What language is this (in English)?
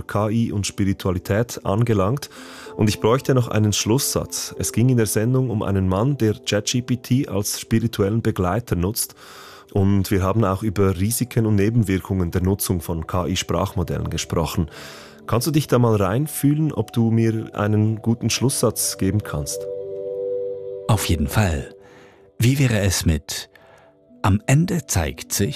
German